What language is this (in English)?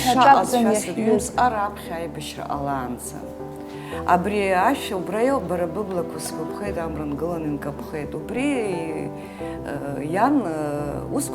Abkhazian